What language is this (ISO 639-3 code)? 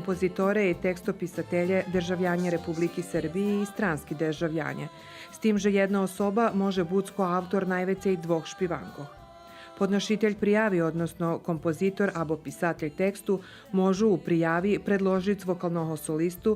rue